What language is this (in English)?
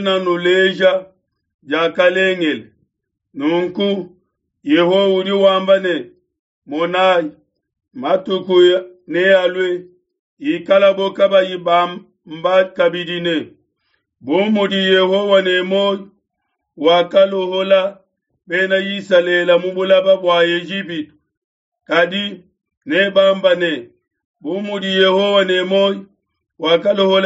Luba-Lulua